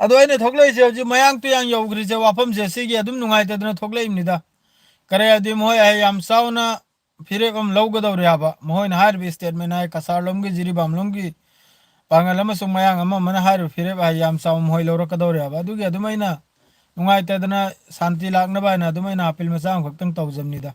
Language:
Manipuri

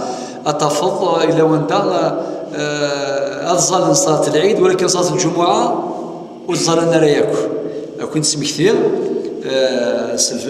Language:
Kabyle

